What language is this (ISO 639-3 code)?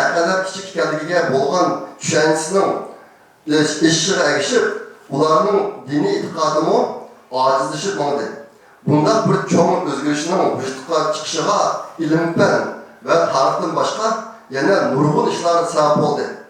uig